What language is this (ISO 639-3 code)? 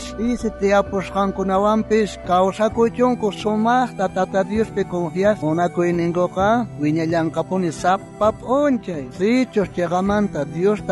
quh